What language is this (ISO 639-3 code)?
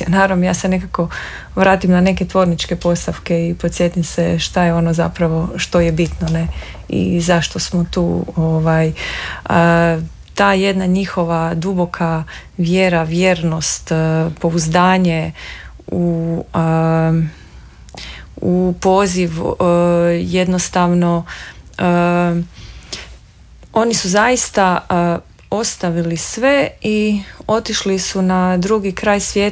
hrv